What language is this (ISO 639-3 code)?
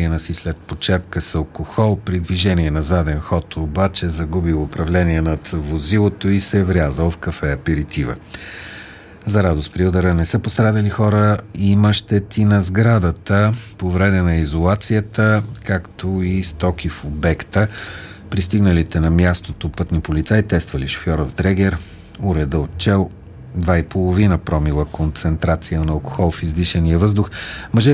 bul